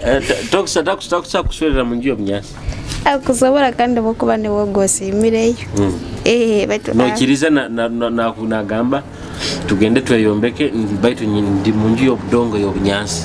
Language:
Nyoro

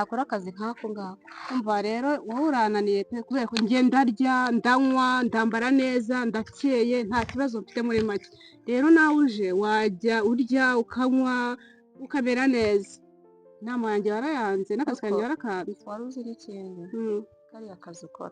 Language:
Kinyarwanda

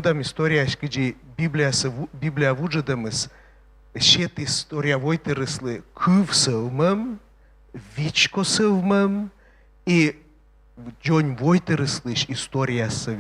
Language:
Komi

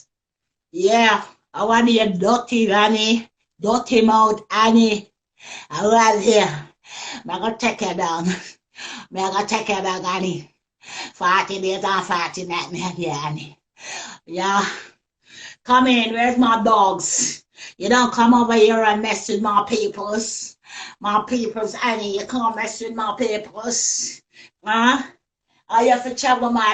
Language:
Jamaican Creole English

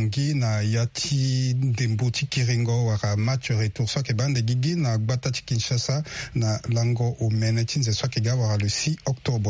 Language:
Sango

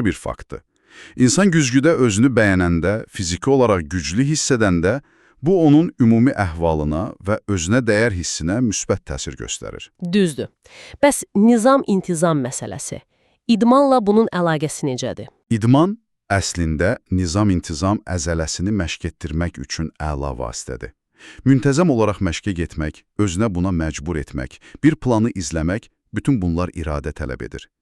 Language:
Azerbaijani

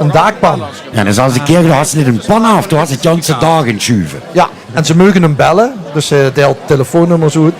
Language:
Limburgish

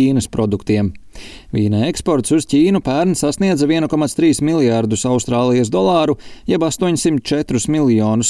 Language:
Latvian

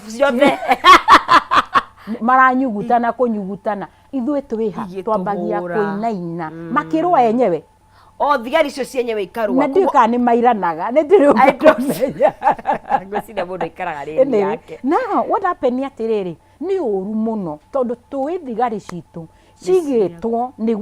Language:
Kikuyu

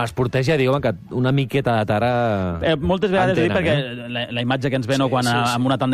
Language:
Catalan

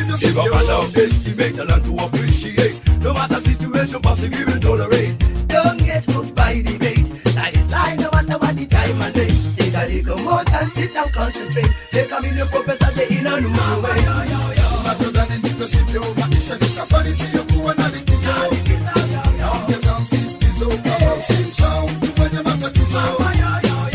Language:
Swahili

